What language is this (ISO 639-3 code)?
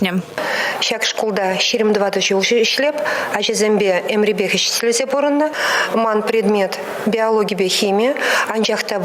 chv